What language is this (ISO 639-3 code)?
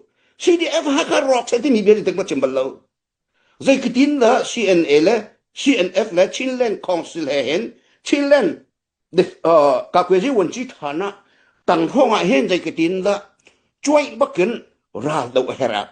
cnh